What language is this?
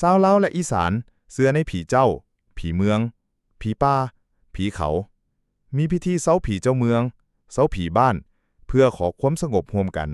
Lao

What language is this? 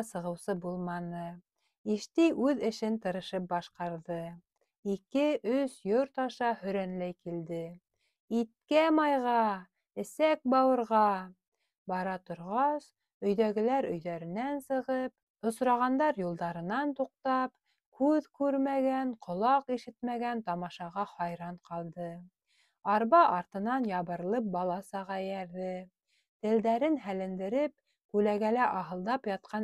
Bashkir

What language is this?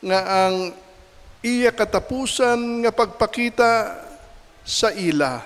Hiligaynon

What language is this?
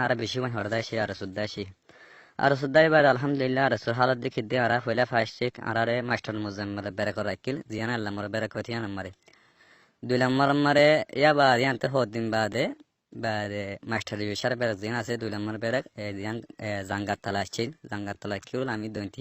Rohingya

